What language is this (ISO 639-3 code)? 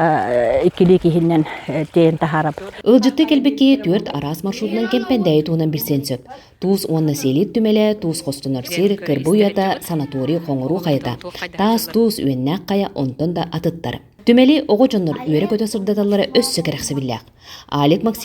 sah